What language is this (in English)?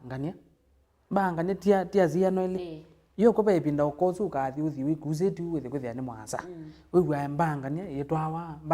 Kamba